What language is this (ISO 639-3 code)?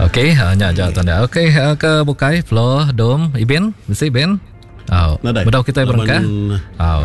iba